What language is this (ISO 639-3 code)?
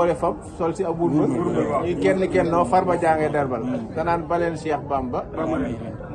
wol